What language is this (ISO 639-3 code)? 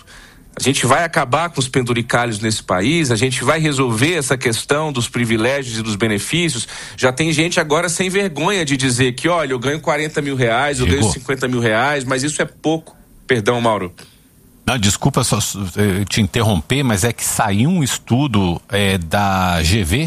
por